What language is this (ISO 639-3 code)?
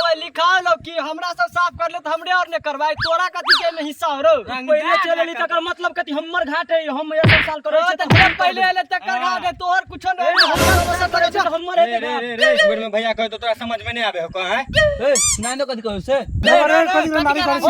mai